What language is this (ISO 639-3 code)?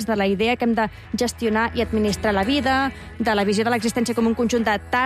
cat